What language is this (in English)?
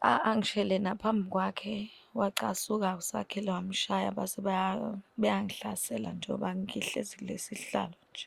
Zulu